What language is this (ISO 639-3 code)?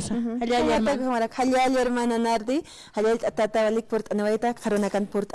aym